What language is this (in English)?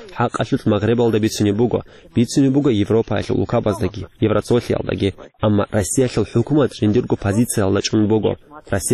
Avaric